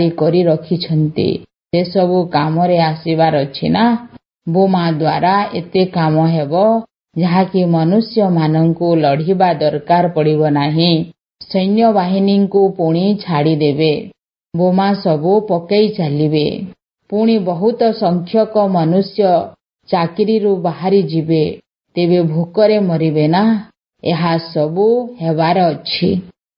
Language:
Odia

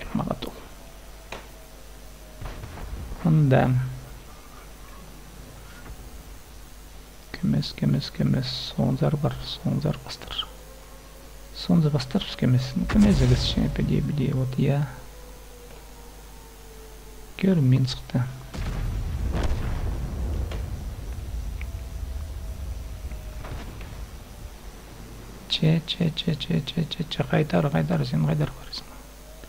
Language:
Kazakh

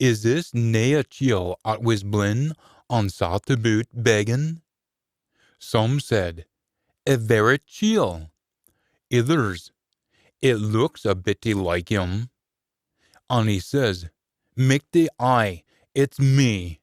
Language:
Scots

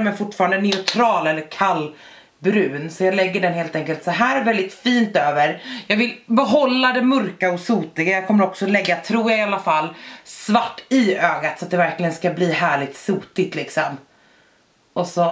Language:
Swedish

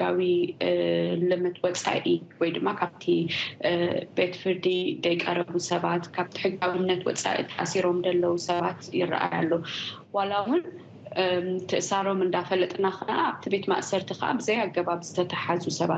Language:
Tigrinya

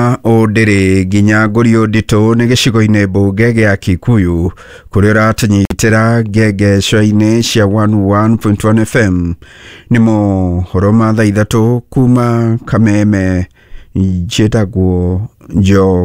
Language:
Kikuyu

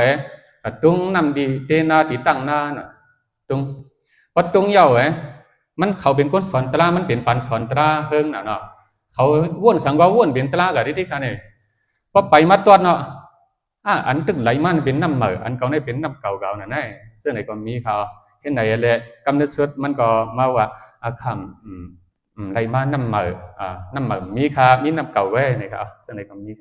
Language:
Shan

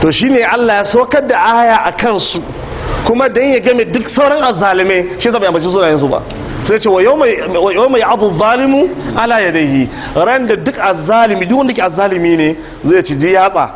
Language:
Hausa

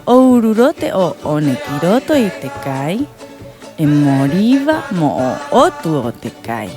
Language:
Rapanui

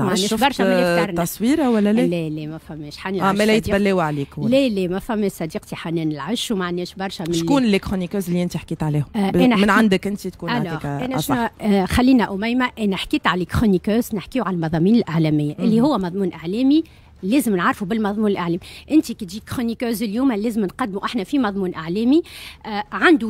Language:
Tunisian Arabic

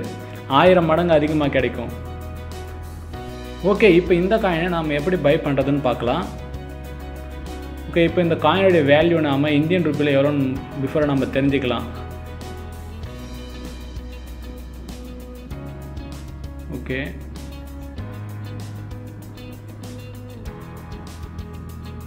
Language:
Tamil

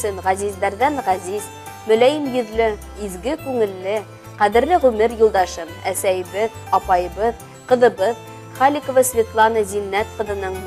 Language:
Bashkir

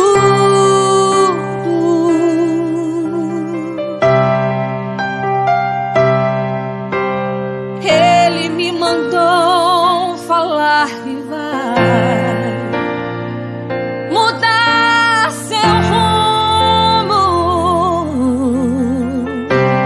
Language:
Portuguese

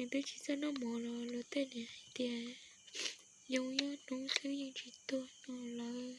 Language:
Hmong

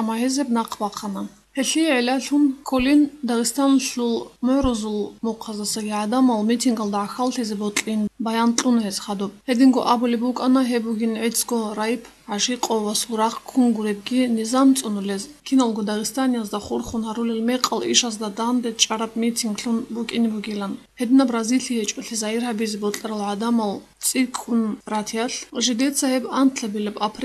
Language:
Avaric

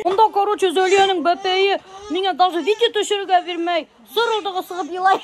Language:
Bashkir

